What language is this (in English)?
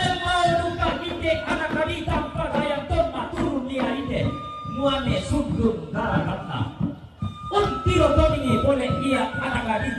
Toraja-Sa'dan